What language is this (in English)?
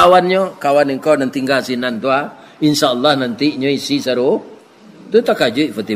Minangkabau